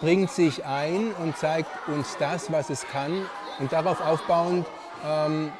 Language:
Romansh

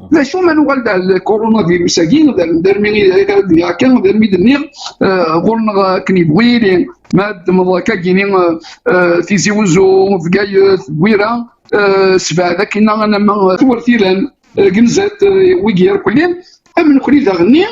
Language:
Kabyle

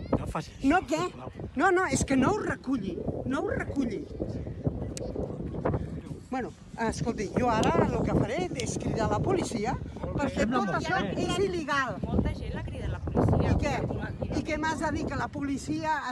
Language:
Catalan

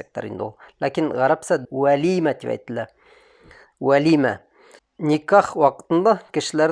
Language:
Bashkir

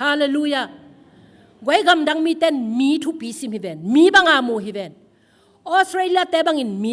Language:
Tedim Chin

